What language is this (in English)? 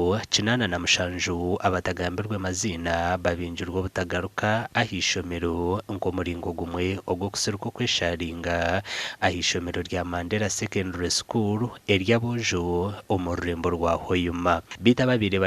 Nyankole